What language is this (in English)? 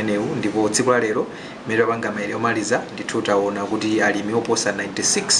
Nyanja